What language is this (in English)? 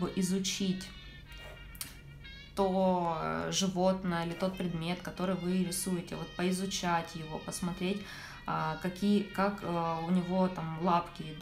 Russian